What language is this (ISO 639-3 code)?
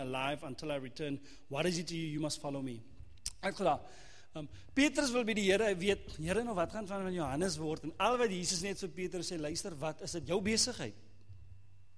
afr